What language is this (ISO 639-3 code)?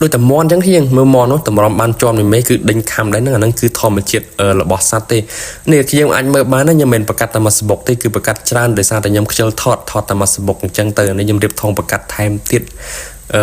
khm